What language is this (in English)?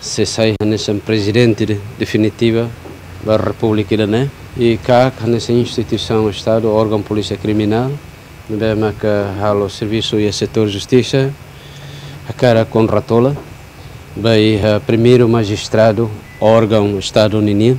Tetum